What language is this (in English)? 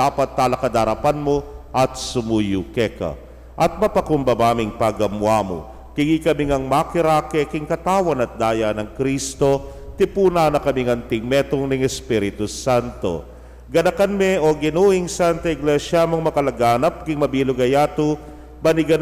Pampanga